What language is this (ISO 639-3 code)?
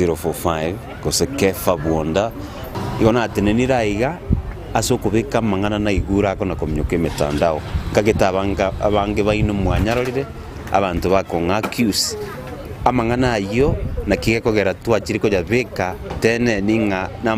guz